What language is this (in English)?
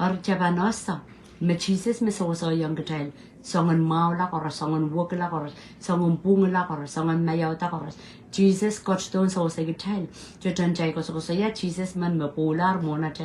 Pohnpeian